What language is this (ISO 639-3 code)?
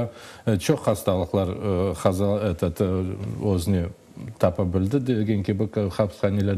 crh